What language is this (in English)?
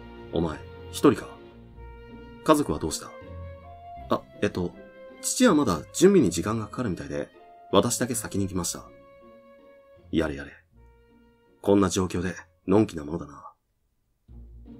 Japanese